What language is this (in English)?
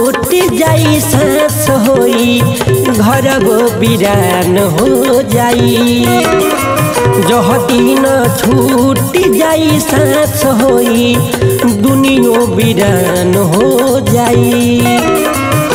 Bhojpuri